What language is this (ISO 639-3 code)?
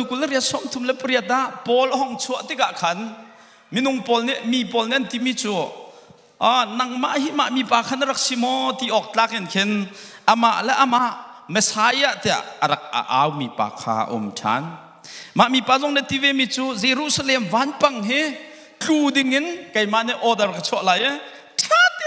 cnh